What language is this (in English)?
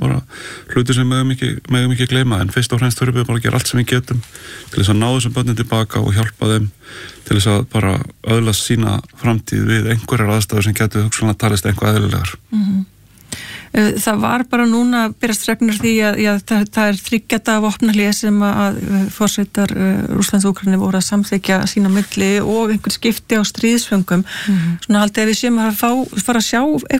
Icelandic